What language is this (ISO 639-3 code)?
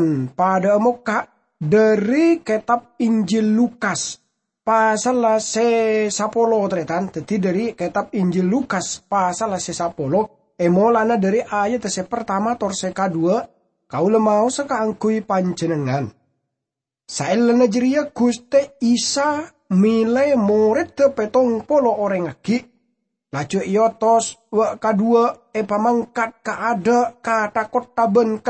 mad